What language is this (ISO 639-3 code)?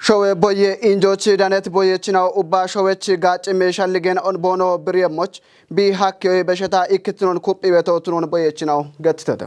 kbr